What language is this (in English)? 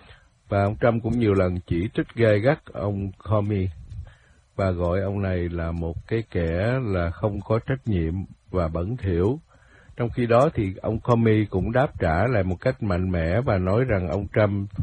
Vietnamese